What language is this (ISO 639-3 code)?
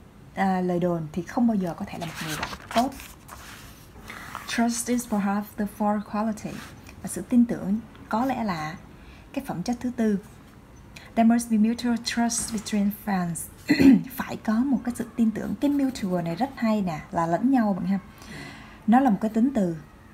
vie